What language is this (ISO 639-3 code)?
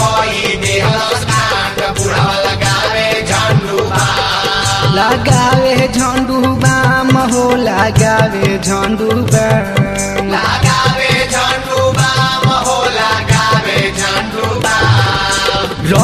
bho